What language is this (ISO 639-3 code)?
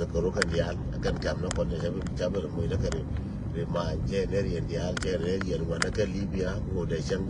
nus